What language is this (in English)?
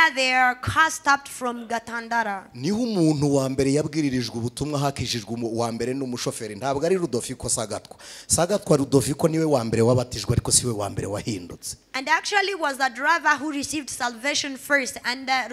Kinyarwanda